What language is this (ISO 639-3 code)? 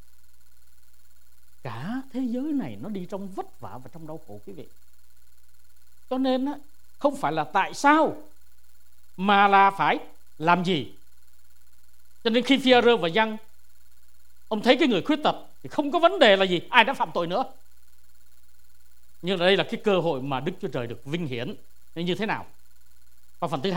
vie